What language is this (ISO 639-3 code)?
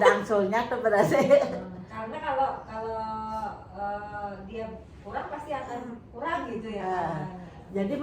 bjn